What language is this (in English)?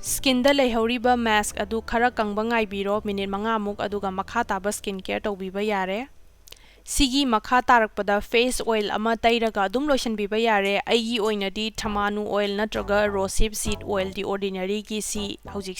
Manipuri